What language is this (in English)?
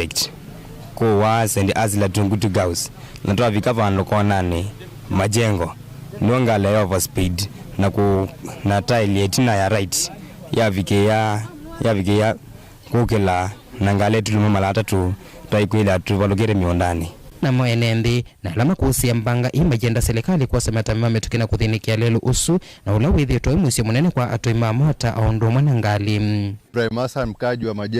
Kamba